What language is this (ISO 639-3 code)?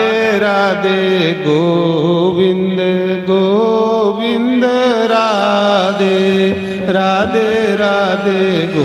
doi